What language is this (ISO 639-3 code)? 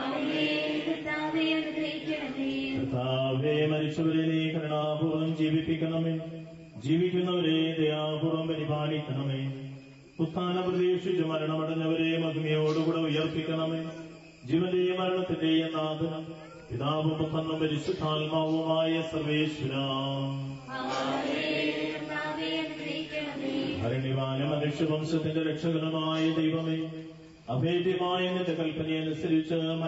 mal